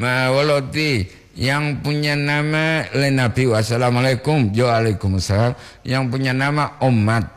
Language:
Gorontalo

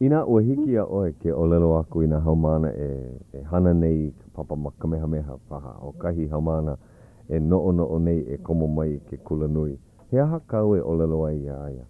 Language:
Hawaiian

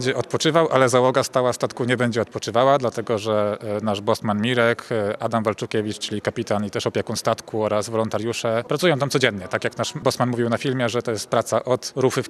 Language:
Polish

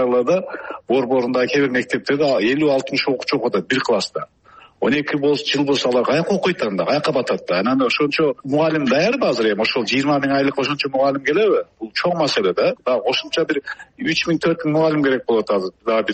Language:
Kyrgyz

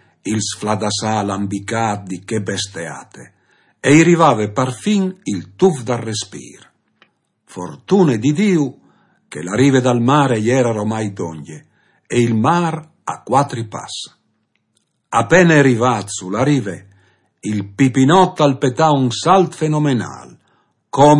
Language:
Friulian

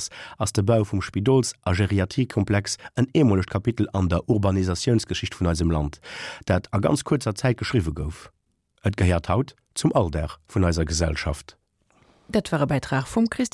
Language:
Luxembourgish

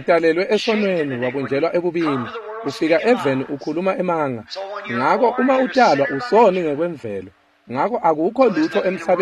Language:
Swati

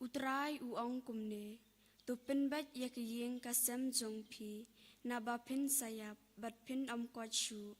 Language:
Khasi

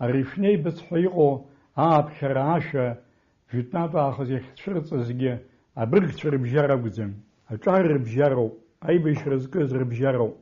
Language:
Abkhazian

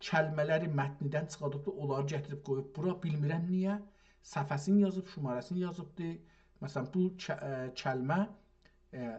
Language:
South Azerbaijani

